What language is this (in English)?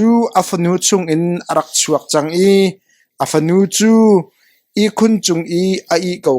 Hakha Chin